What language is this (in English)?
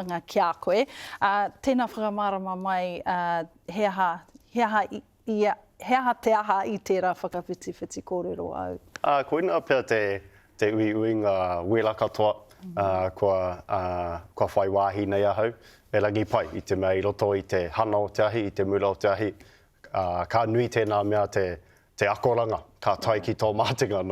Māori